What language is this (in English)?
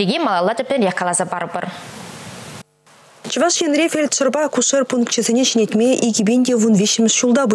Chuvash